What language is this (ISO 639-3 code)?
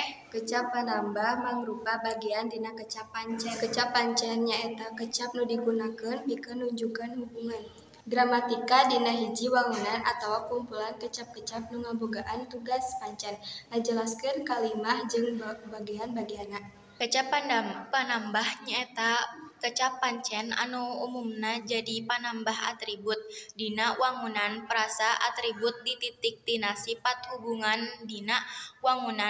sun